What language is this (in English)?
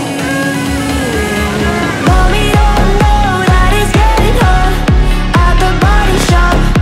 English